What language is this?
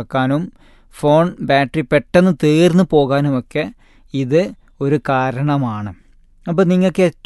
Malayalam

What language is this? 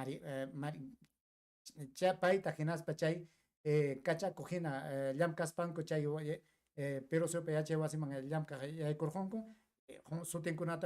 Ayacucho Quechua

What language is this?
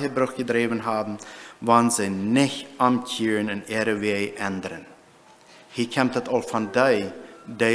Plautdietsch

